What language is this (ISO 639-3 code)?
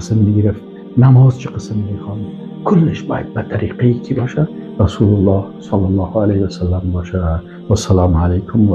fas